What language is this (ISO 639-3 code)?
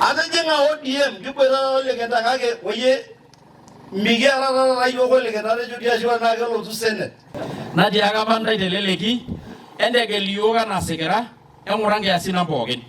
mas